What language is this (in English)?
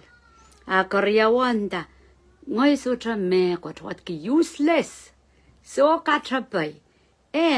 Pohnpeian